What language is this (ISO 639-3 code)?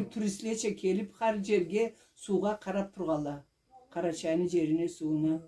krc